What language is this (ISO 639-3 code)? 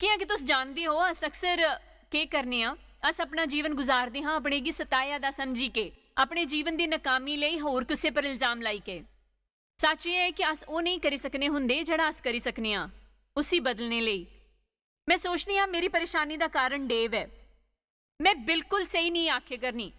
doi